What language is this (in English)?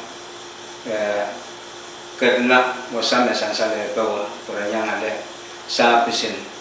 Pohnpeian